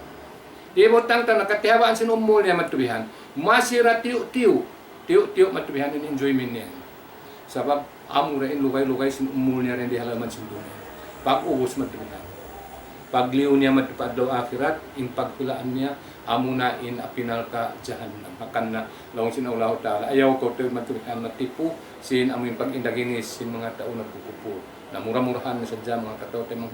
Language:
Tausug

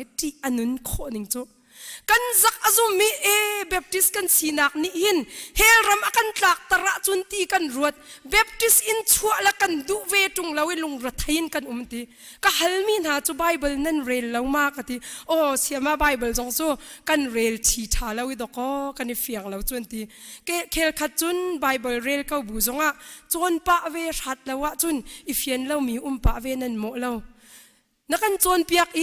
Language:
Hakha Chin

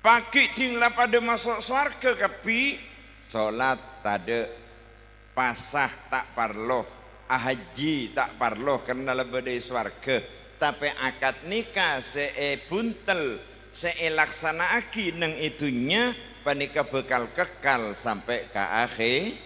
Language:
Madurese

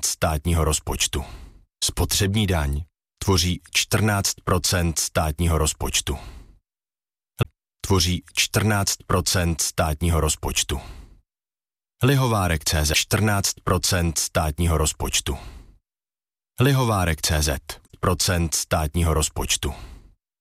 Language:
Czech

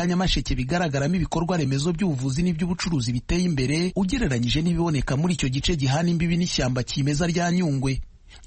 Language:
Kinyarwanda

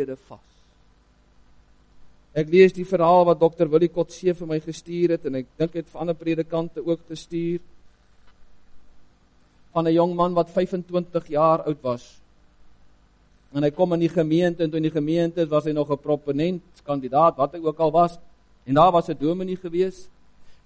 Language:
Afrikaans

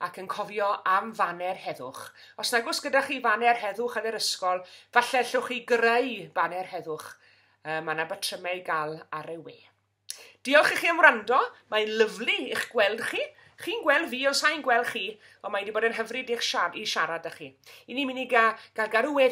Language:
Welsh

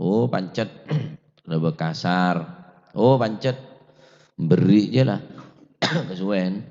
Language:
Madurese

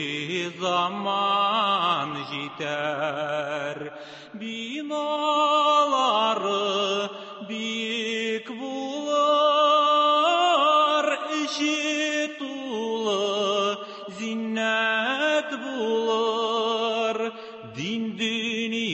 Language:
Tatar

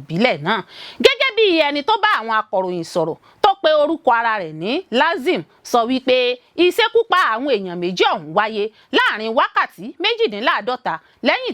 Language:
Yoruba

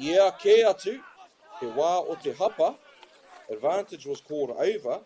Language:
Māori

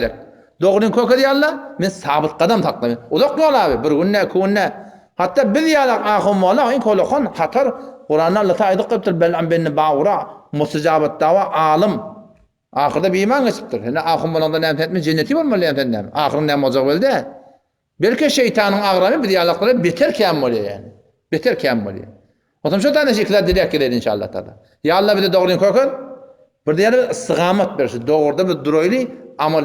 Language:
Turkmen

